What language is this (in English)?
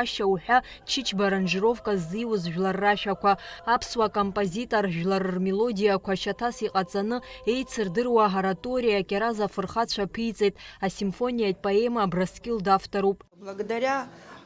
Abkhazian